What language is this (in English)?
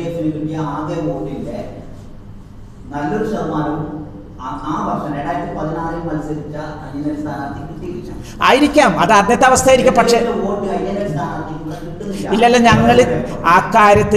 Malayalam